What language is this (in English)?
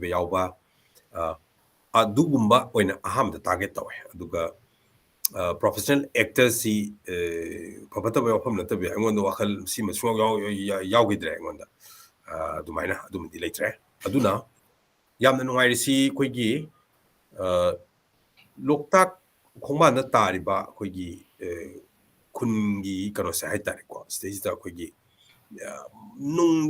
Manipuri